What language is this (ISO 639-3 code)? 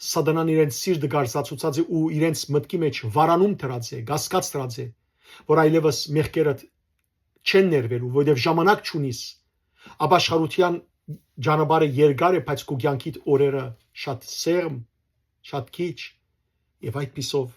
hyw